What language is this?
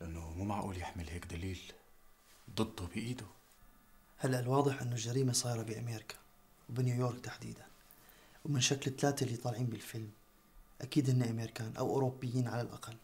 North Levantine Arabic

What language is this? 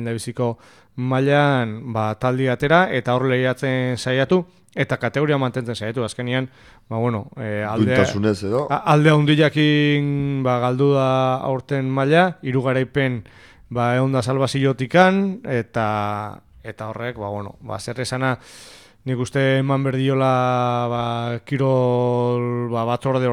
Basque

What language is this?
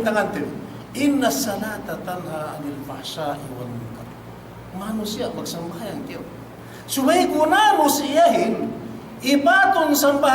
Yakan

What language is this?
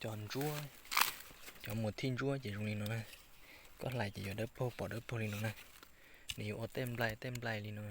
Hmong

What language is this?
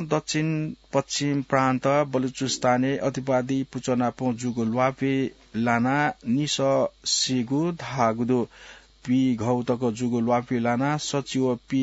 Newari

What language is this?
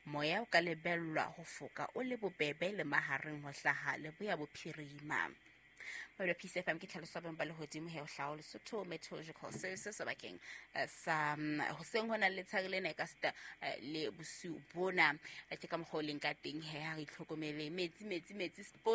Southern Sotho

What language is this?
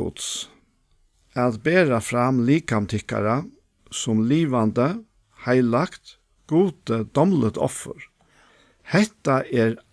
Faroese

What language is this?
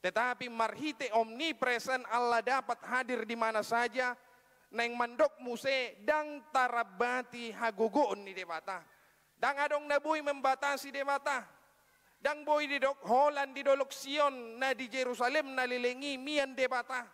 Batak Toba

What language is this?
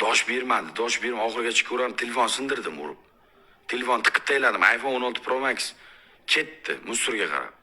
Uzbek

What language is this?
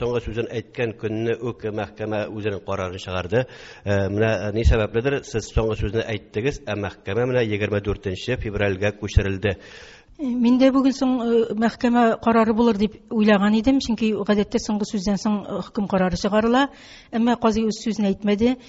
Tatar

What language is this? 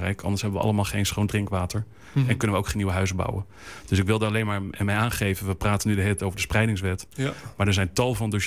Dutch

